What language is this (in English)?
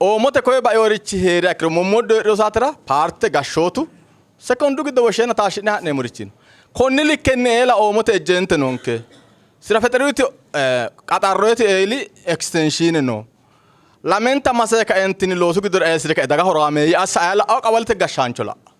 Sidamo